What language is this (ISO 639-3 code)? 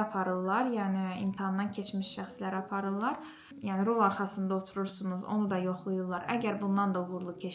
aze